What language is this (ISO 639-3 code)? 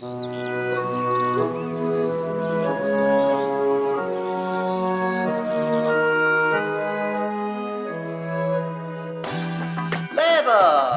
roh